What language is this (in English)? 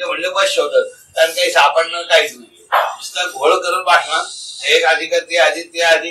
Marathi